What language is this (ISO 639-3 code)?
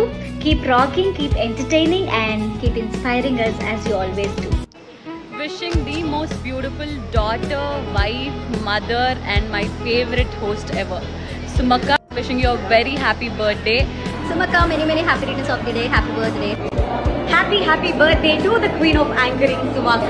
tel